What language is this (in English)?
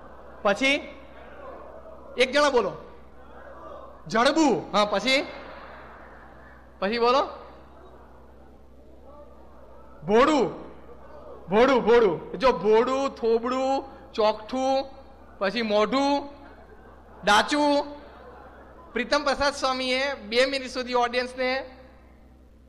Gujarati